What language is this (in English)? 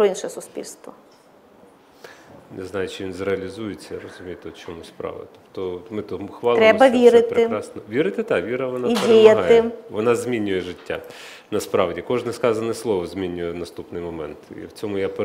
Ukrainian